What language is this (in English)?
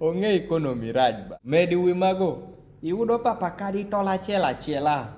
Kumam